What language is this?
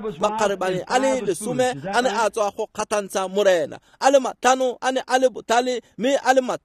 Tswana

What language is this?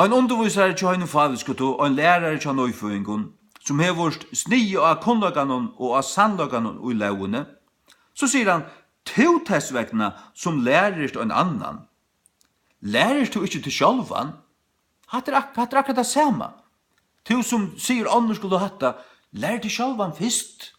Faroese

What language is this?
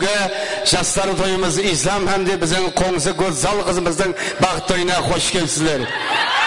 Kara-Kalpak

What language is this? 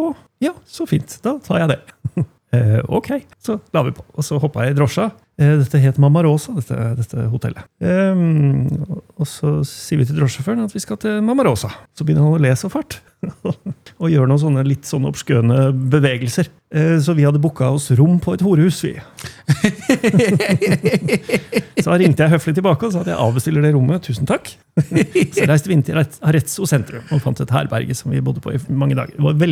Norwegian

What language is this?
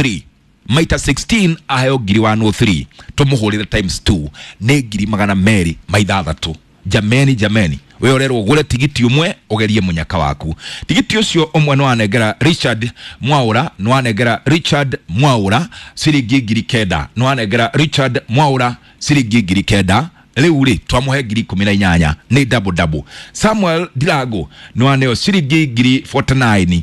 Kikuyu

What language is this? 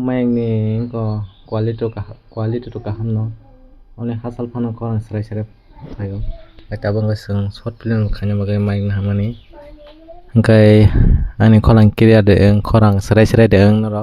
Kok Borok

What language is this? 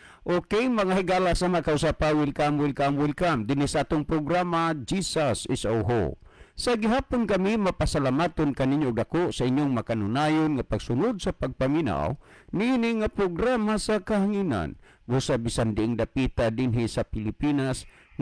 Cebuano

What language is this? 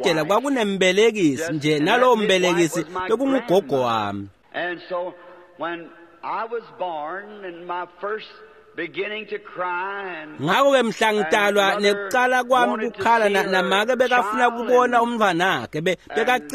Swati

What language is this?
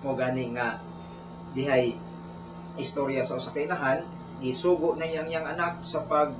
Cebuano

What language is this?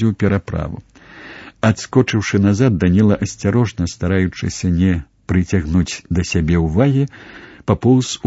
Belarusian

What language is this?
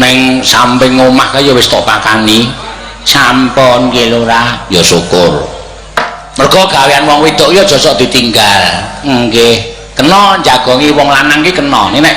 Javanese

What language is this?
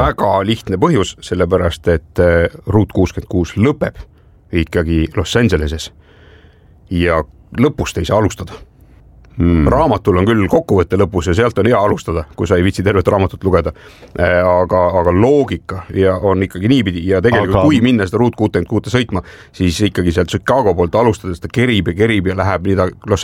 Estonian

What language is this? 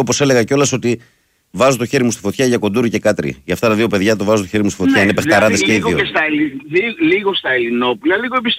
Greek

